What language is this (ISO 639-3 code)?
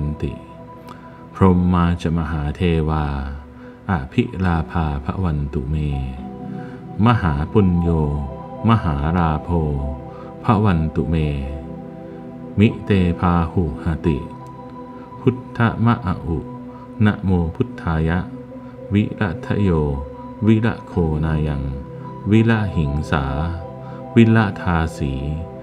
pli